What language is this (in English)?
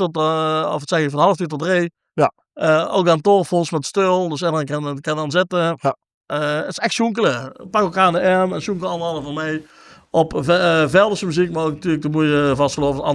Limburgish